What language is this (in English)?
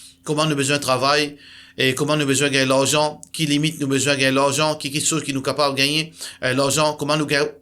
Morisyen